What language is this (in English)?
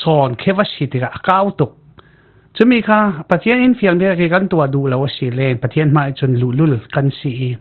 Falam Chin